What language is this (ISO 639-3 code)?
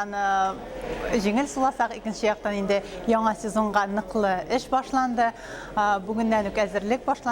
tat